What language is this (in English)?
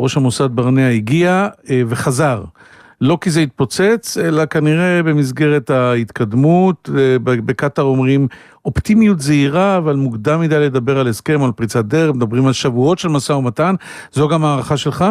Hebrew